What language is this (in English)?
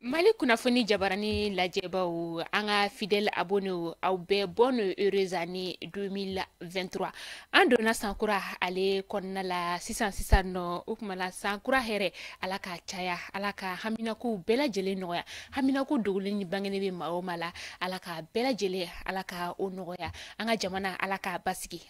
Bambara